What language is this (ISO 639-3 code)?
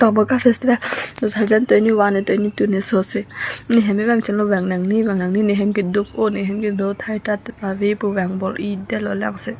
mjw